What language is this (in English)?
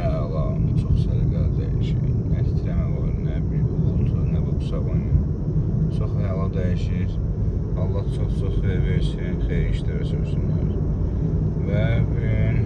Azerbaijani